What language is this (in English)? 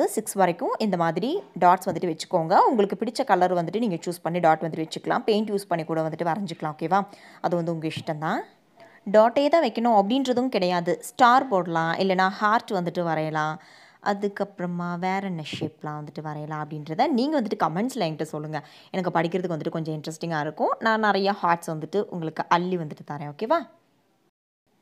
Tamil